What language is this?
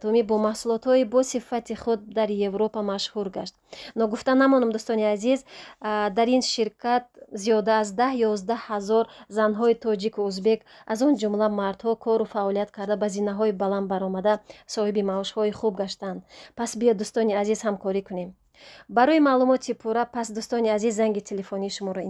Tajik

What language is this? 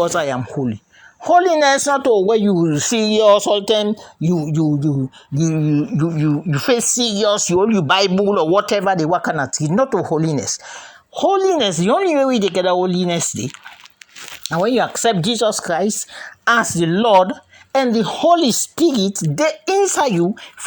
Krio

